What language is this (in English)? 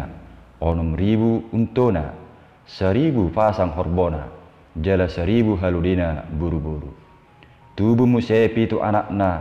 Batak Toba